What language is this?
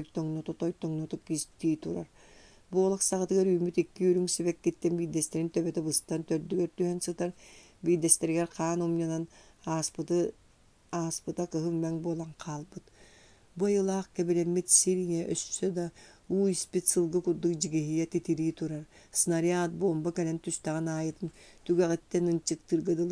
Yakut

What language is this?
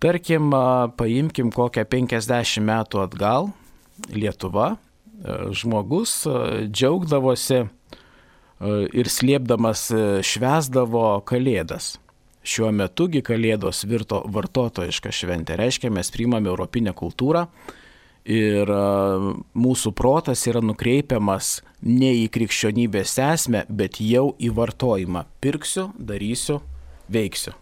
Lithuanian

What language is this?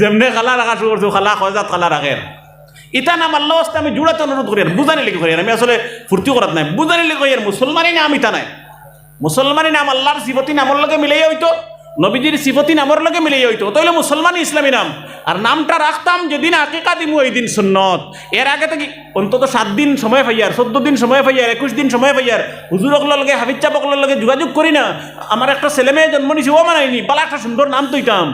Sylheti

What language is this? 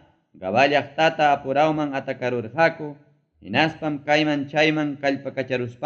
Ayacucho Quechua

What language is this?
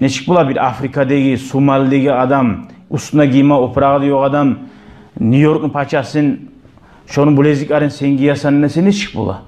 Kumyk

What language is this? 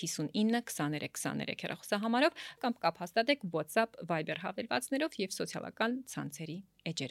Armenian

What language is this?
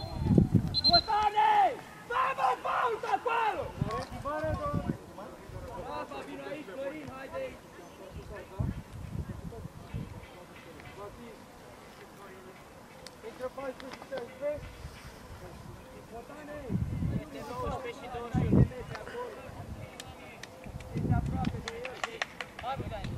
Romanian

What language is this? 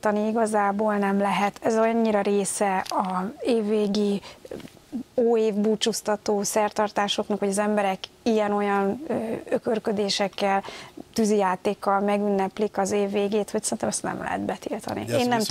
Hungarian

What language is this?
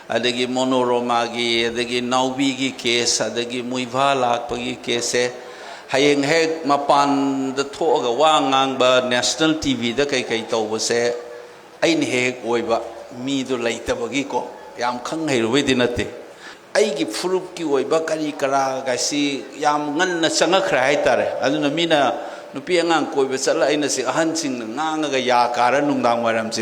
Manipuri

